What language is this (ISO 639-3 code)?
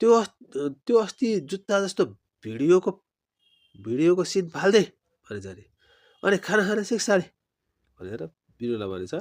nep